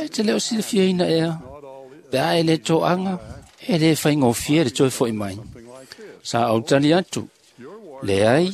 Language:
Samoan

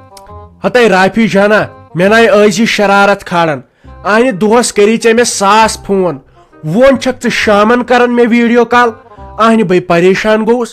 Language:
Kashmiri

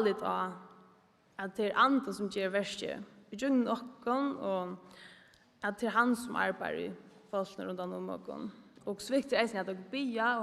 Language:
Faroese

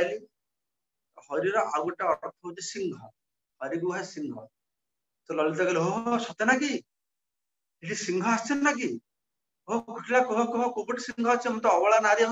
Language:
Odia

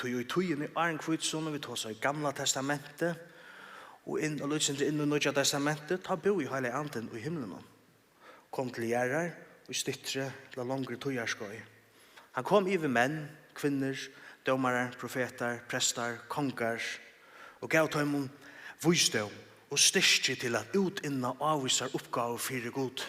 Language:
Faroese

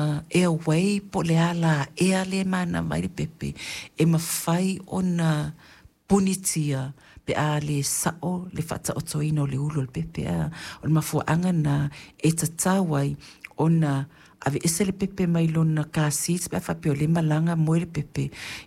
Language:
Samoan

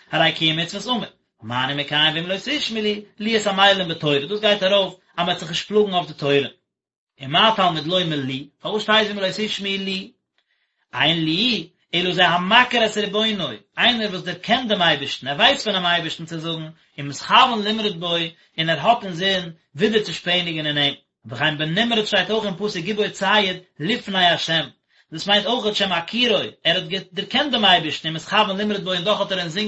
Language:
Yiddish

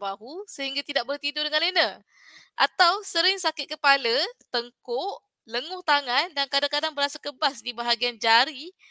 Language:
Malay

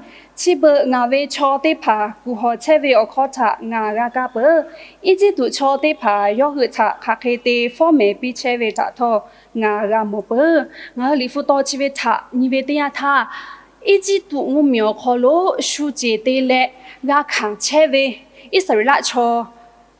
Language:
Lahu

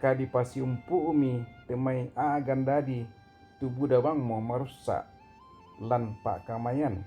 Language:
Toraja-Sa'dan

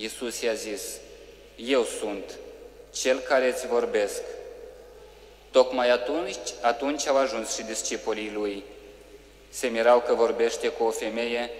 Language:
Romanian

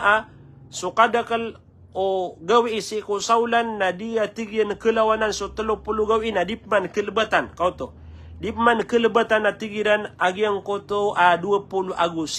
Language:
Maranao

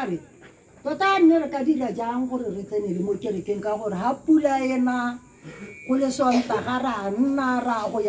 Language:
Tswana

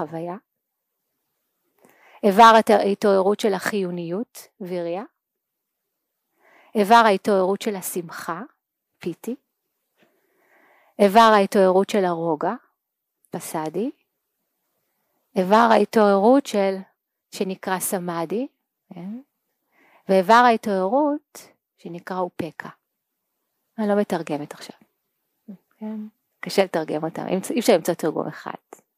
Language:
Hebrew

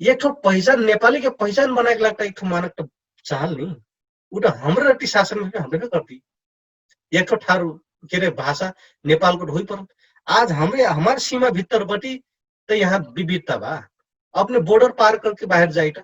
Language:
Dangaura Tharu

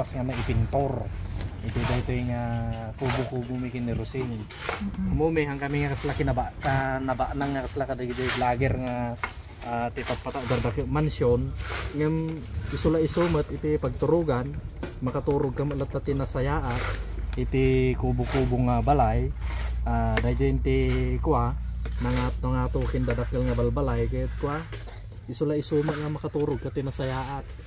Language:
Iloko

